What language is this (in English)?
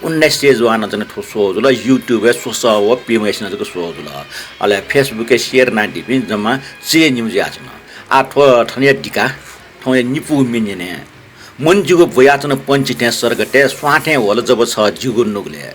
Newari